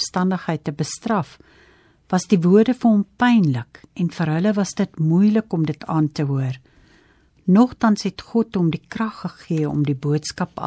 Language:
Afrikaans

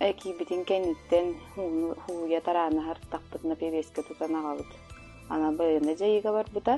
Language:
Yakut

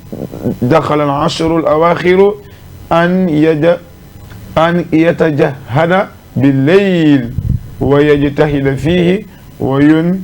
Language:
Fula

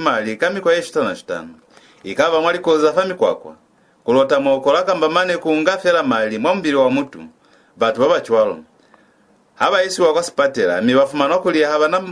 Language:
Lozi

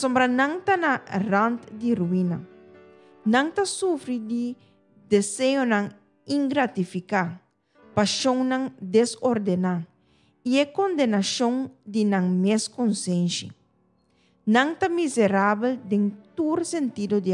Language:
Papiamento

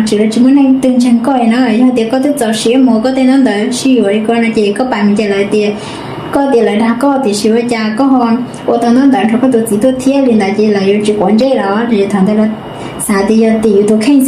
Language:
Hmong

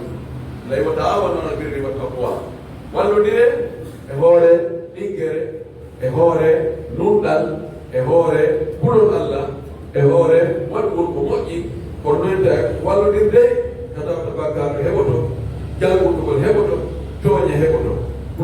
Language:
Pular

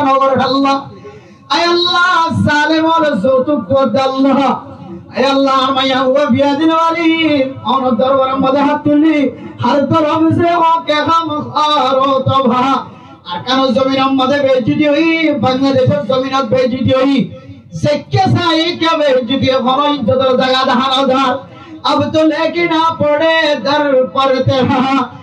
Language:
Rohingya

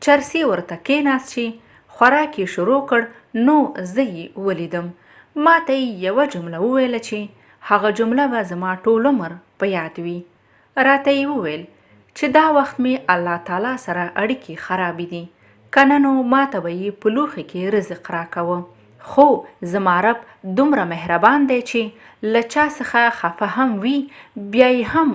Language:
Pashto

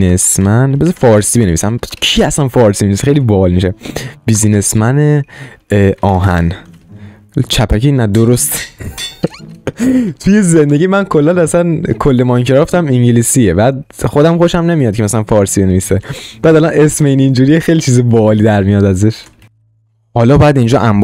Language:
Persian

